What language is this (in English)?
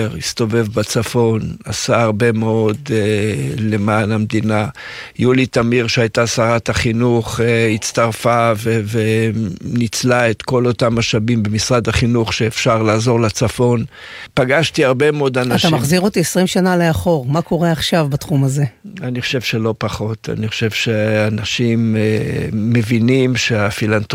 Hebrew